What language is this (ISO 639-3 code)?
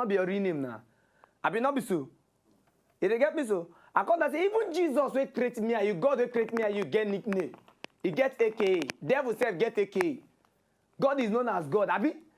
pcm